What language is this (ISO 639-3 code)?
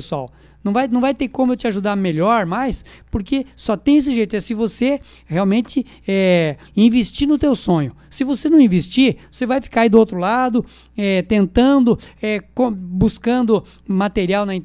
por